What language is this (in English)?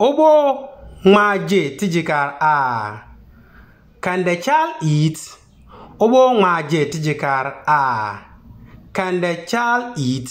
Konkomba